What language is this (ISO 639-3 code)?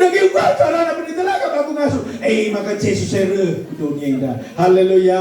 btx